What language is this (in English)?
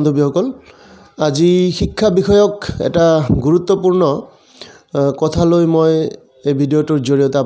Assamese